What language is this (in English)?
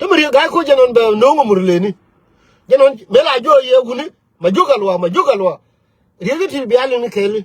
Nuer